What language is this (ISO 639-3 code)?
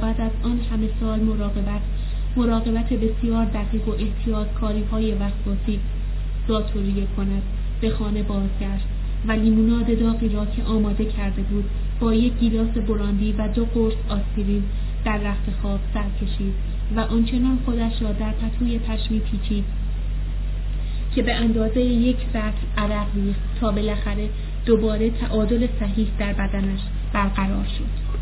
fas